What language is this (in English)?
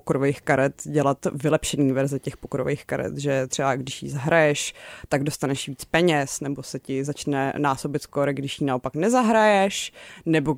Czech